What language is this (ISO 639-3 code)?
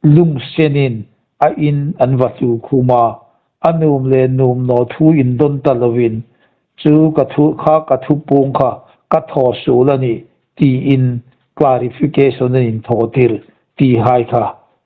hmr